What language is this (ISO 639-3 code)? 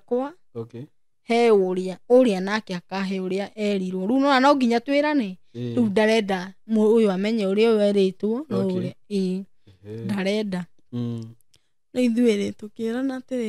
kik